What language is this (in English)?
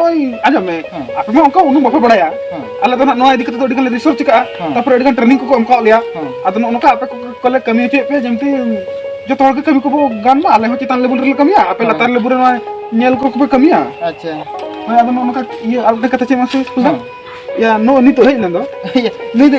Santali